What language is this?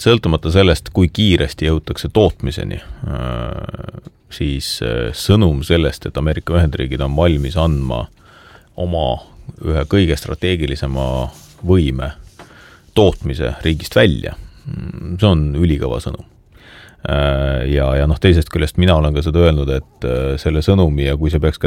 Estonian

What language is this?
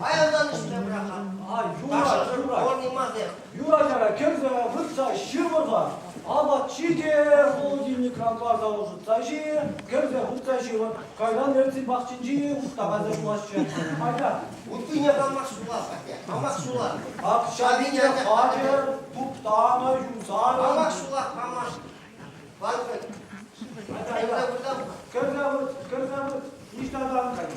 Chuvash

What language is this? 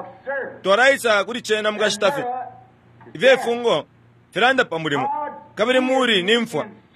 Bemba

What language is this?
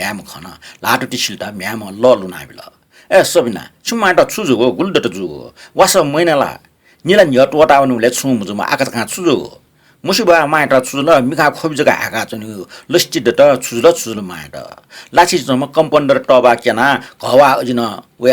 Newari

